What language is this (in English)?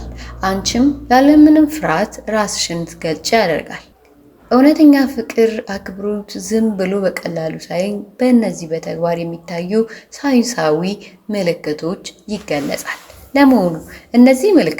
Amharic